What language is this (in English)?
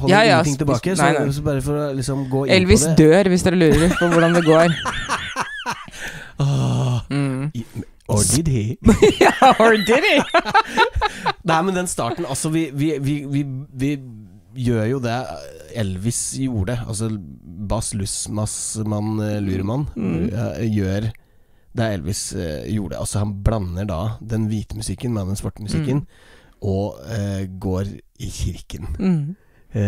Norwegian